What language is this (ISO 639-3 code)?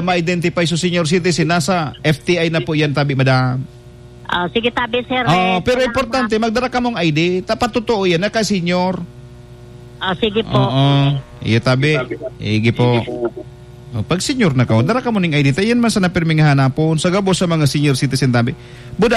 bik